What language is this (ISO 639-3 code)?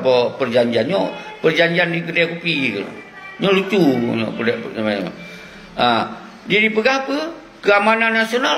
ace